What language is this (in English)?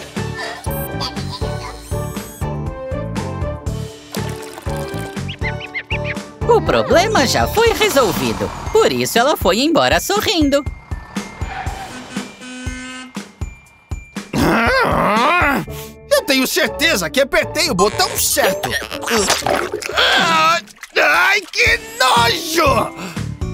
Portuguese